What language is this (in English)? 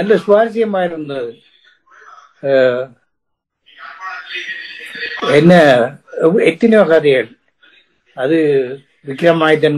Tamil